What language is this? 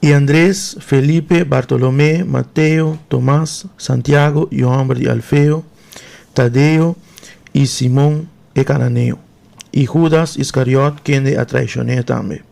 Papiamento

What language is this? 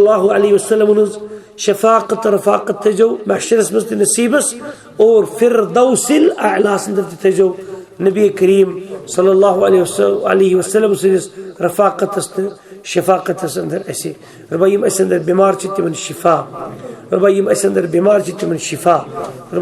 Kashmiri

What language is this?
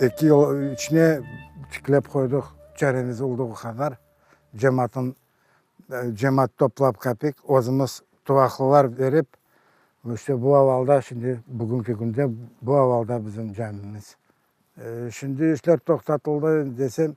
Crimean Tatar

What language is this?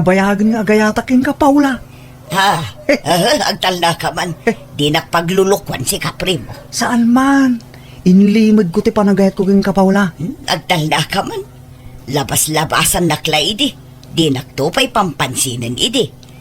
Iloko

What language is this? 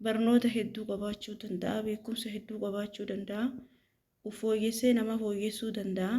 Oromo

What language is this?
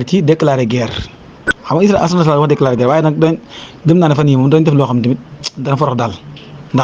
Wolof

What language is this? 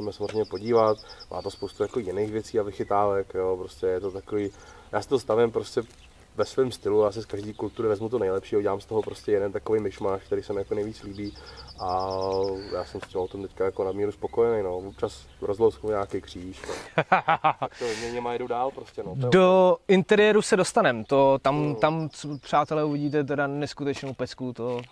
Czech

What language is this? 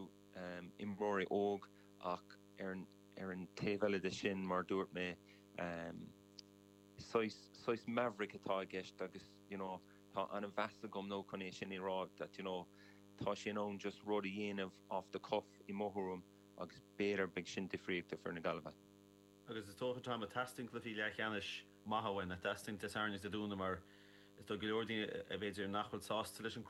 Irish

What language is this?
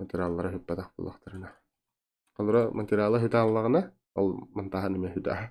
Yakut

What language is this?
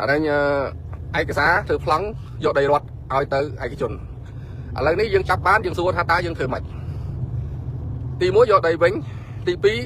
Khmer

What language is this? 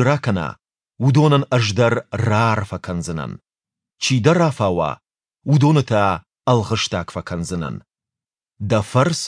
Ossetic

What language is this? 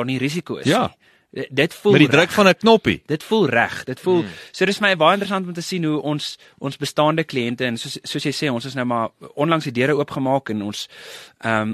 Afrikaans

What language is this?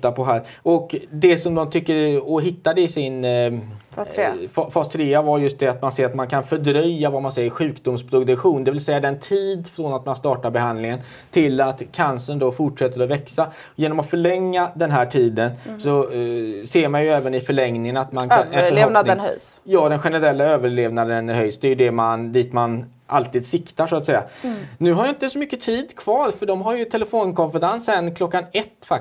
Swedish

